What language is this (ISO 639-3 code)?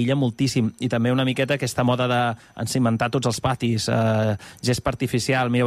cat